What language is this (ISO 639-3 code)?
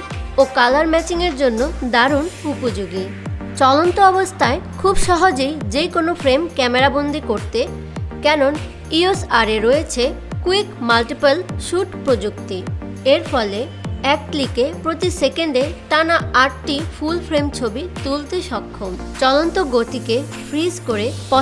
ben